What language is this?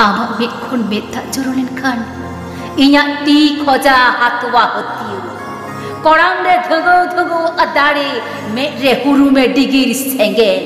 Santali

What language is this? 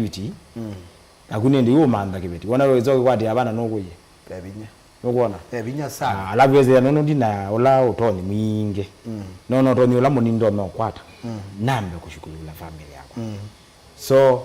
Kamba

